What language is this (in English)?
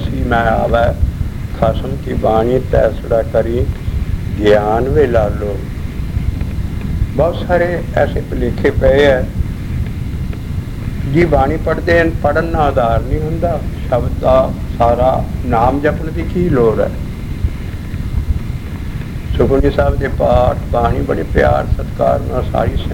Punjabi